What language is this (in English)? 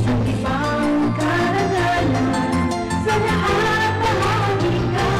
Bikol